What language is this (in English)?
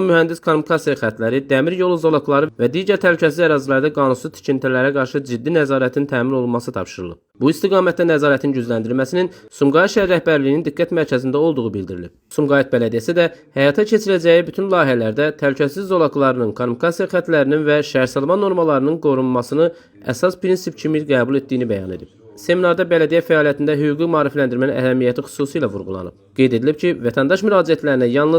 Azerbaijani